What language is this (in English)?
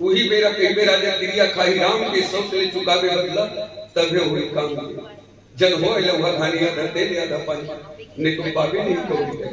Chhattisgarhi